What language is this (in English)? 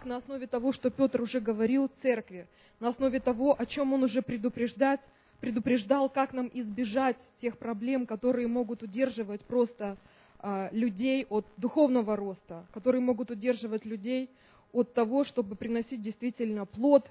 Russian